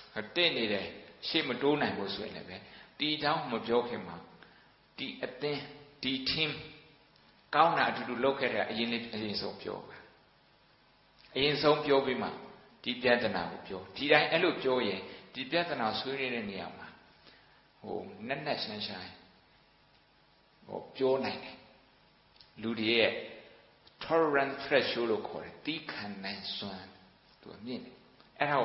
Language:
Burmese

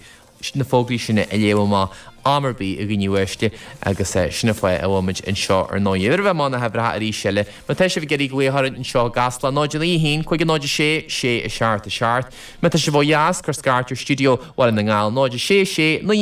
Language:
Irish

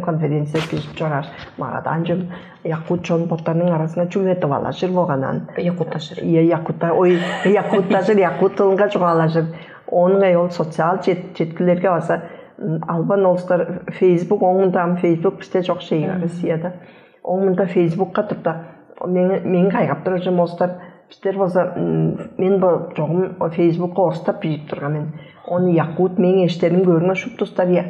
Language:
Tuvinian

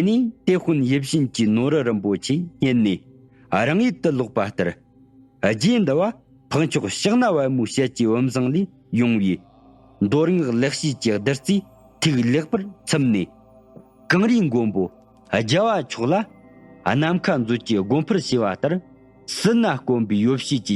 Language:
Tibetan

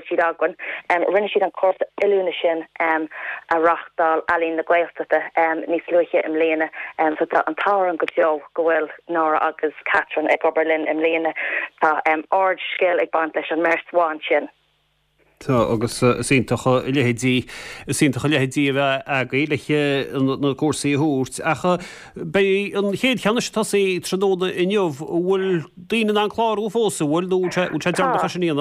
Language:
Irish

